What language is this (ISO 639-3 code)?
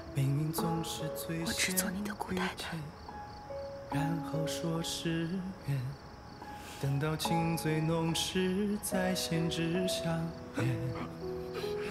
zho